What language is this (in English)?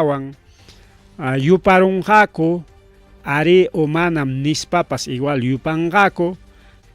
Ayacucho Quechua